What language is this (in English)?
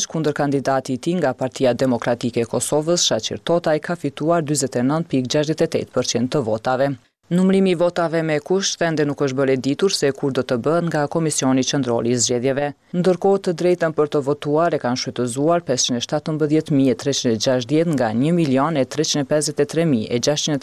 Albanian